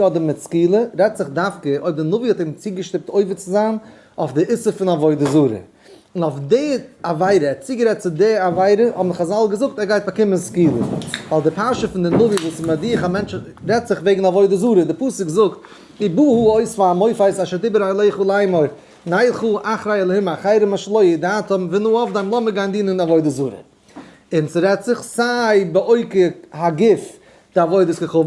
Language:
Yiddish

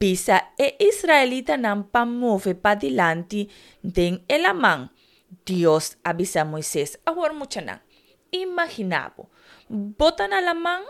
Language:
Papiamento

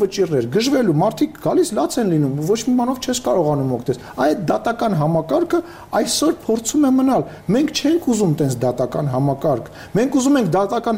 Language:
Armenian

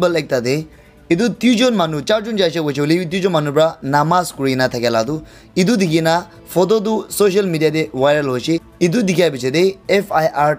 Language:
Naga Pidgin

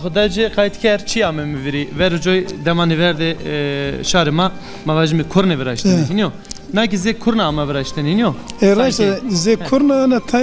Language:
Zaza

